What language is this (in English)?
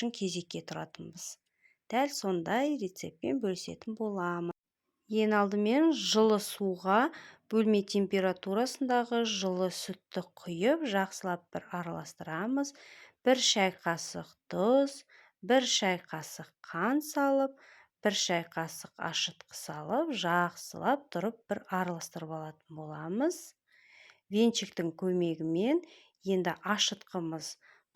Kazakh